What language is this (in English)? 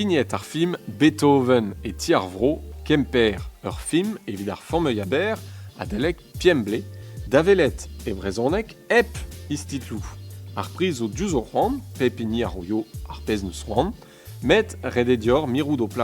Breton